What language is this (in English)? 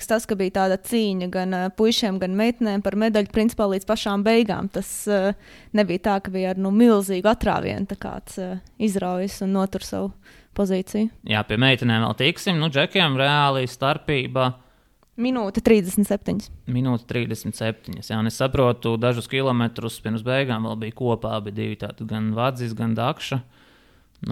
Latvian